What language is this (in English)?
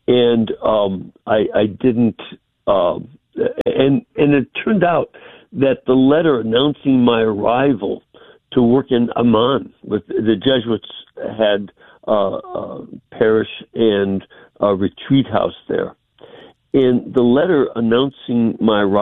English